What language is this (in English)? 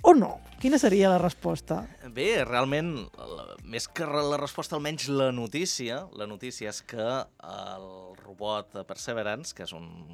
Catalan